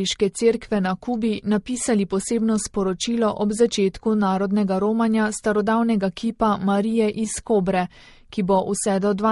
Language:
Slovenian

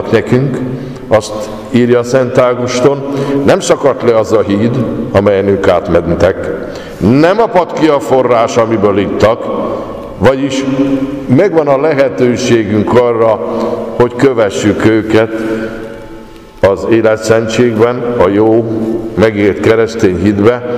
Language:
Hungarian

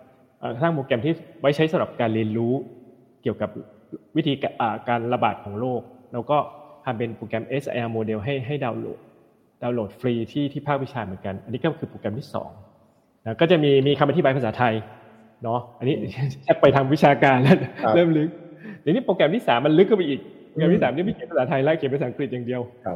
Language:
Thai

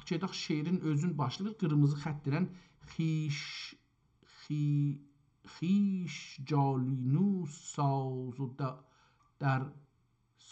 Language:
South Azerbaijani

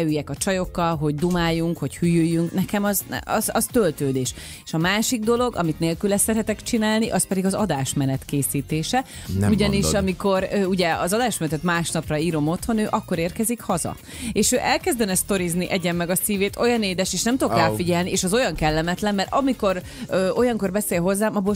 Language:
Hungarian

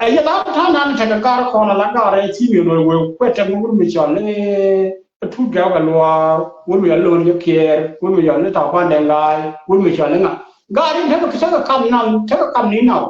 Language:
Nuer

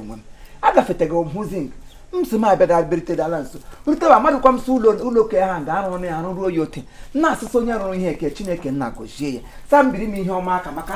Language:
Igbo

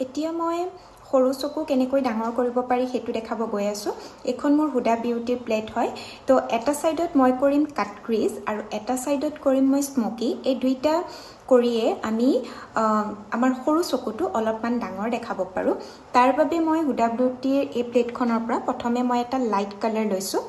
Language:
Assamese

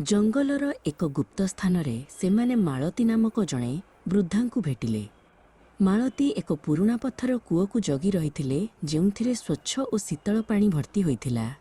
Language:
Odia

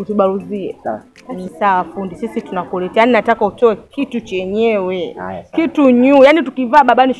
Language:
Swahili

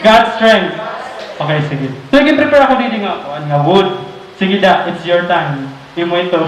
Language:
Waray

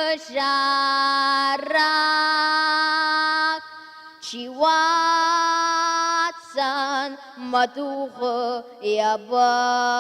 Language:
Ossetic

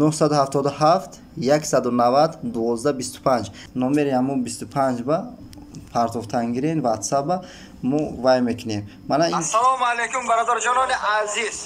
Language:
Tajik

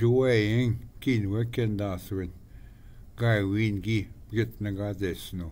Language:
Ojibwa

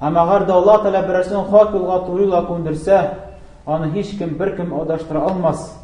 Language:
Tatar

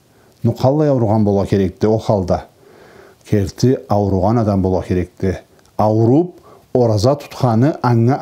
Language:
Karachay-Balkar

